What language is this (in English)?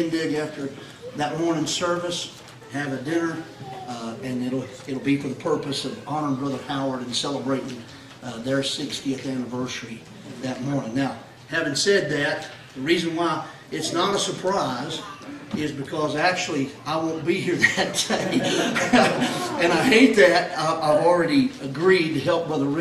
English